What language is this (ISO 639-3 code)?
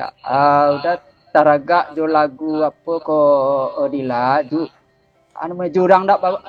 min